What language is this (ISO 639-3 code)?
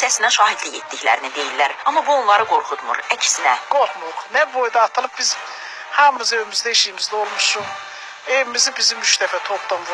aze